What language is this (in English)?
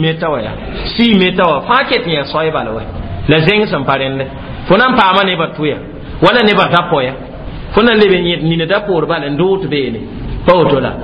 Mossi